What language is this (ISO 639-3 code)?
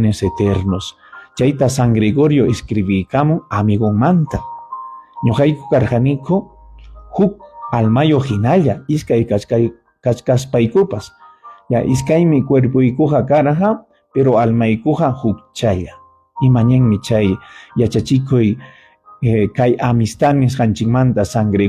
quy